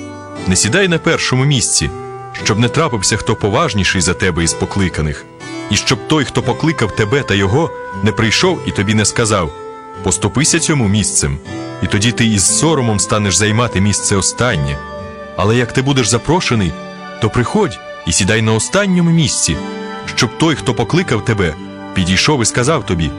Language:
Ukrainian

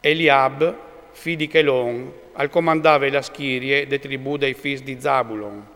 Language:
Friulian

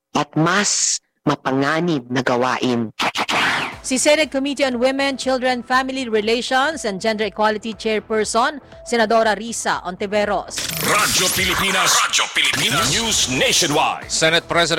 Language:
Filipino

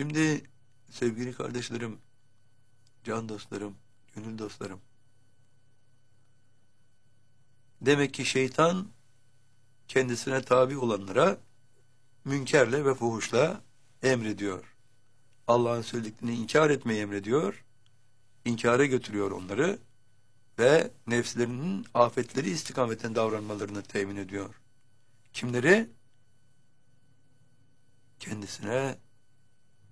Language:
Turkish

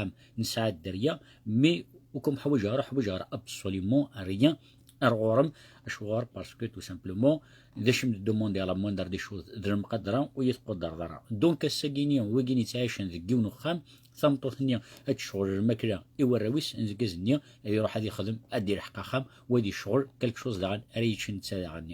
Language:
Kabyle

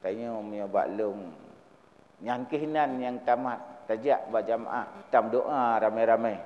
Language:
Achinese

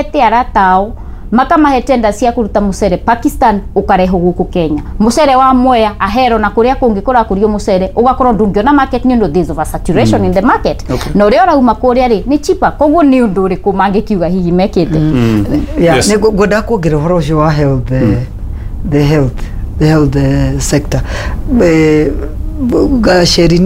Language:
Kikuyu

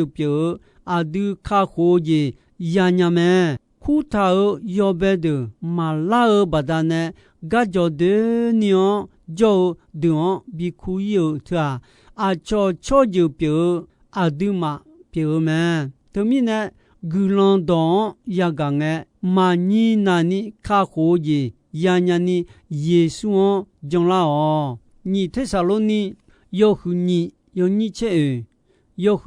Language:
Akha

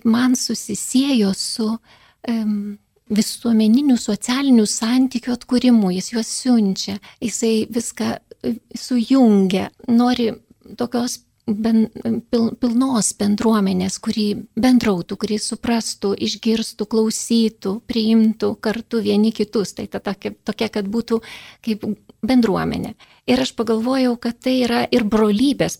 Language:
Lithuanian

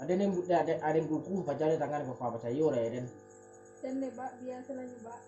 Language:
Minangkabau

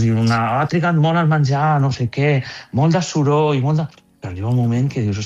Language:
Catalan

